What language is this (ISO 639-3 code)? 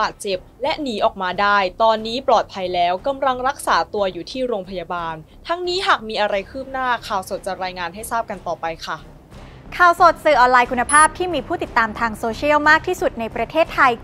tha